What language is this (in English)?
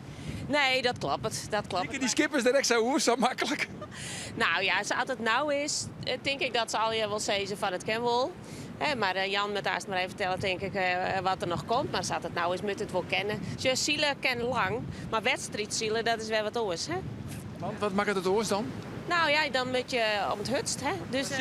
Western Frisian